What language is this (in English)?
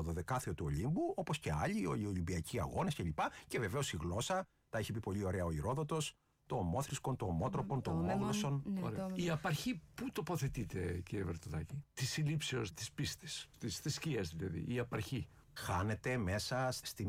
Greek